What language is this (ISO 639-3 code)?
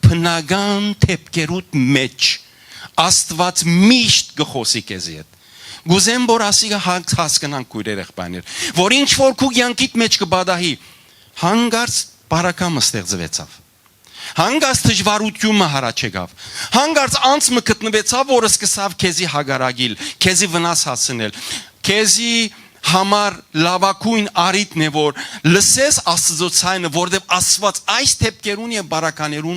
hyw